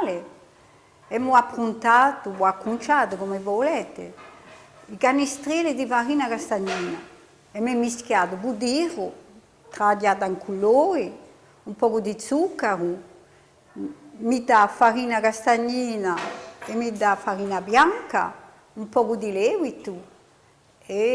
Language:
Corsican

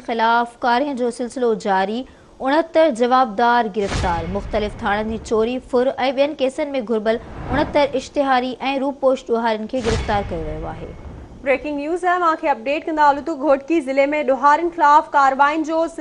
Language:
Sindhi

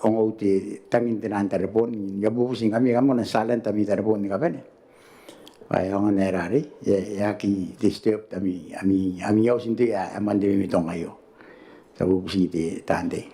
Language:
Gilbertese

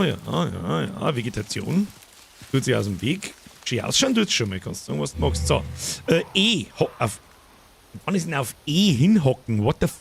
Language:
Bavarian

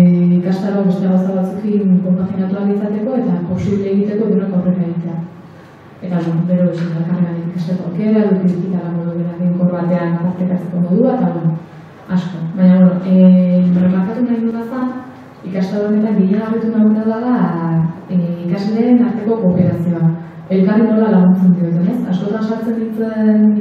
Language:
Basque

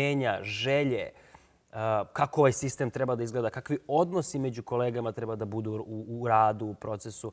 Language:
Serbian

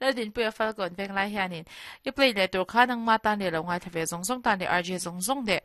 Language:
Mizo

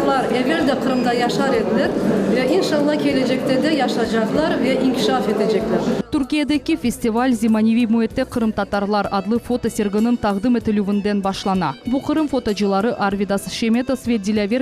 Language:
Crimean Tatar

